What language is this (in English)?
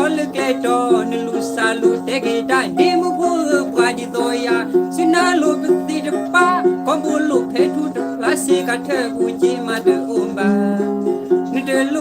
S'gaw Karen